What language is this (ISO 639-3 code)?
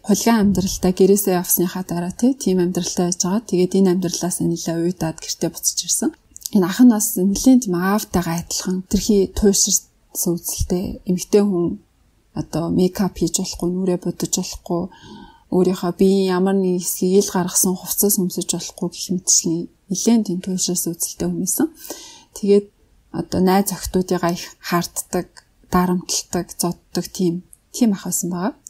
mon